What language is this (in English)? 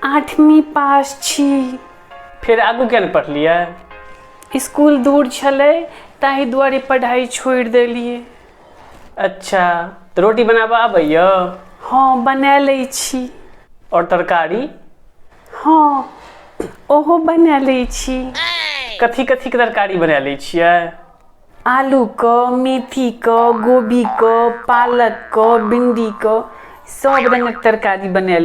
Maithili